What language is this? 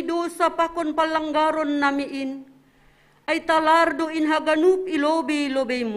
Batak Simalungun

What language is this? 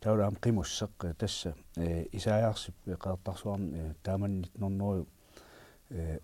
Kalaallisut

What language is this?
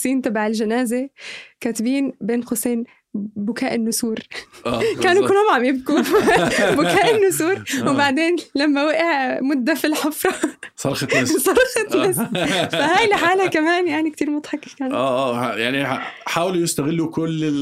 North Levantine Arabic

